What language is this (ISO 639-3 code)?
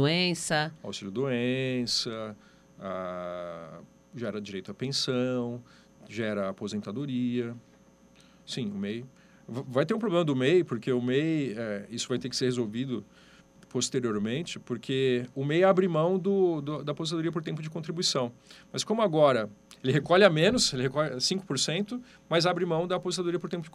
por